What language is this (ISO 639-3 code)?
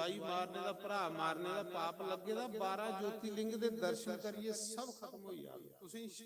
doi